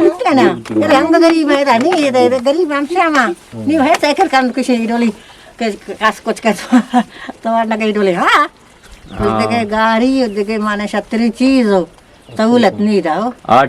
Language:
Eastern Balochi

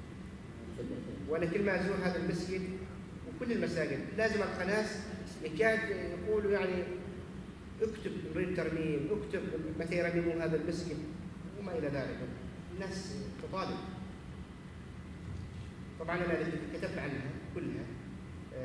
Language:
Arabic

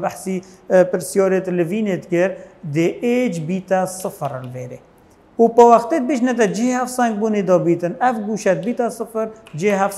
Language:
Kurdish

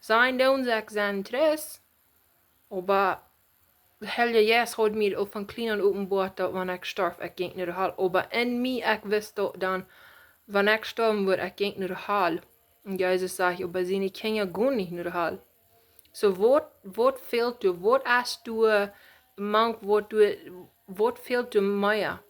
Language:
Plautdietsch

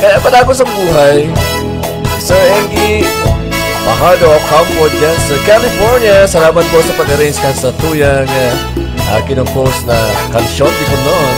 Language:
Bikol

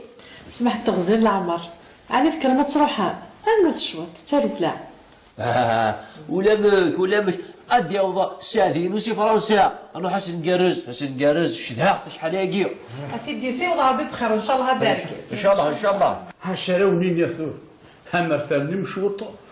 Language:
Kabyle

